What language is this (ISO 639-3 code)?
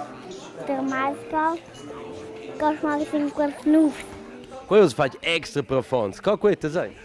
roh